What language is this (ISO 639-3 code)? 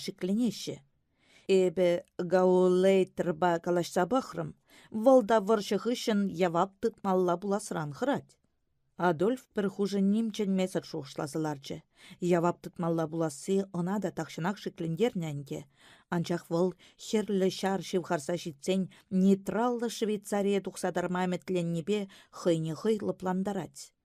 chv